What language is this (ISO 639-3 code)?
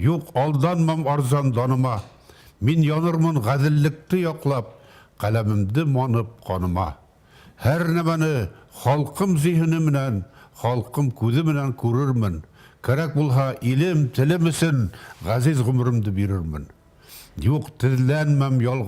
bak